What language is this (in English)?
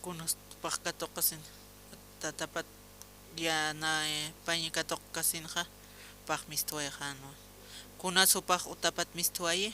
Aymara